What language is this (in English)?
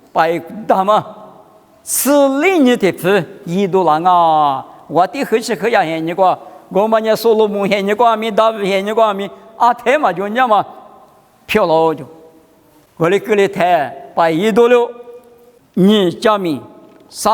Lisu